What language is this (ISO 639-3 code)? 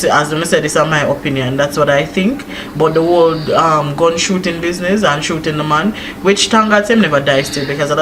jam